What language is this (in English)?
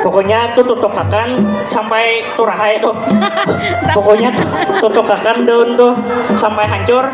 Banjar